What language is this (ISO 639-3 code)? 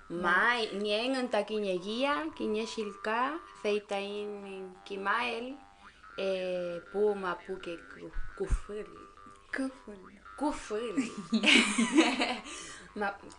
arn